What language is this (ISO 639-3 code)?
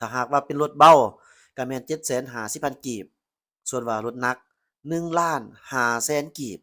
lao